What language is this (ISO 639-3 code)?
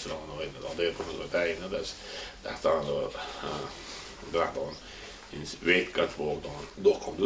che